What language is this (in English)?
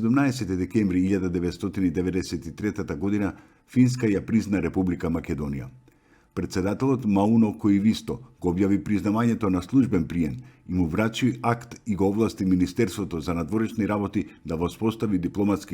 Macedonian